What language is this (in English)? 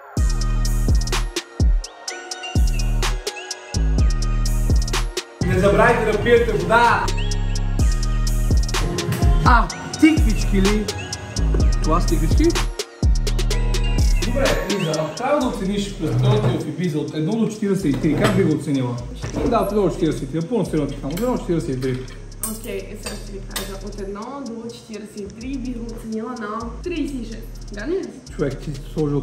Bulgarian